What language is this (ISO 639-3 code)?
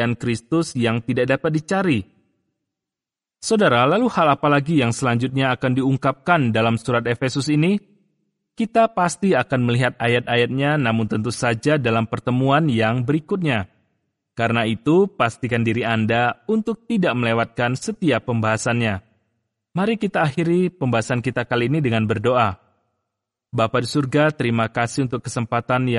ind